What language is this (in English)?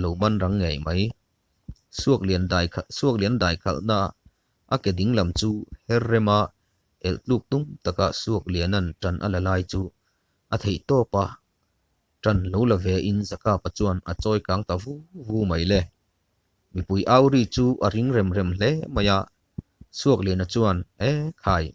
Mizo